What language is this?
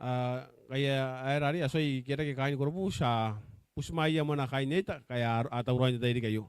Gilbertese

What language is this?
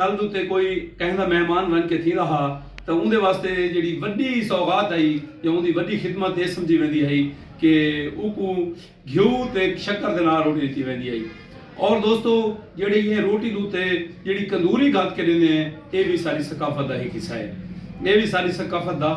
Saraiki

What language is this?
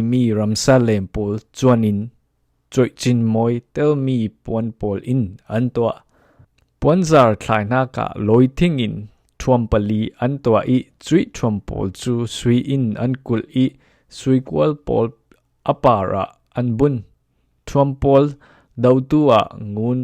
Falam Chin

